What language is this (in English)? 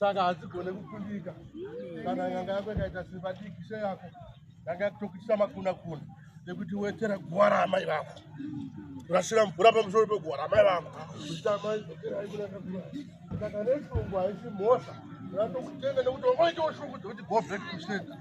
Shona